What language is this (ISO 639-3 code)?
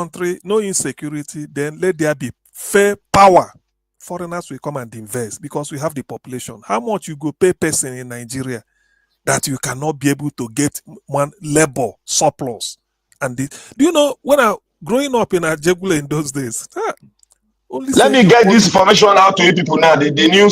pcm